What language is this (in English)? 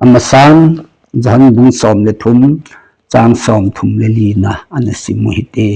Thado Chin